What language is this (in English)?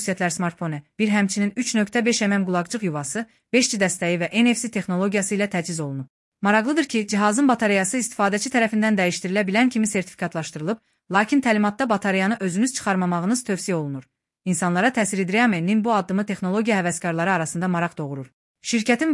Azerbaijani